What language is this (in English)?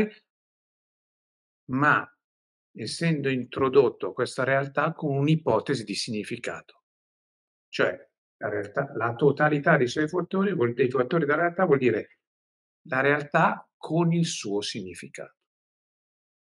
Italian